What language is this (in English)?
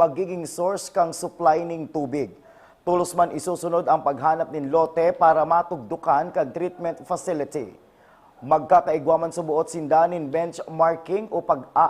Bikol